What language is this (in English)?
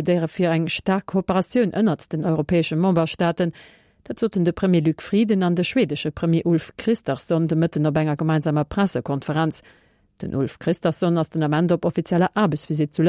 Luxembourgish